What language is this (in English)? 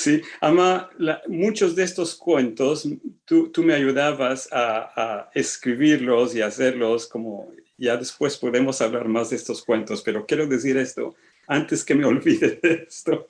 Ladino